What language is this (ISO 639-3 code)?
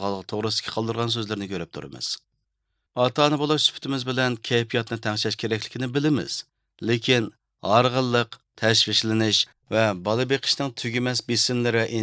uig